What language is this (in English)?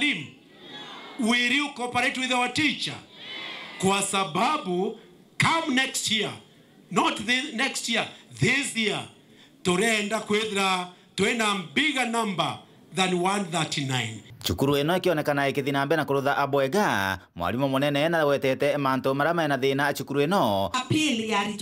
Meru